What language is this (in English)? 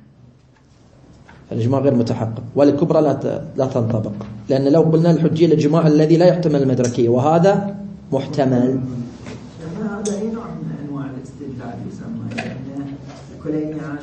Arabic